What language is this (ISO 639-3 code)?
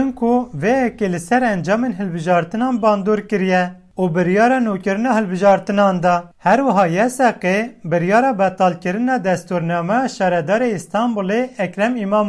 kur